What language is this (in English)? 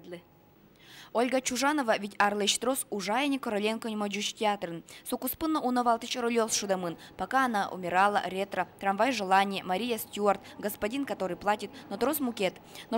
Udmurt